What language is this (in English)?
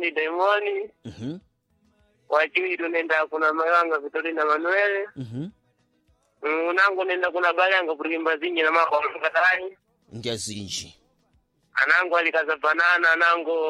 Sena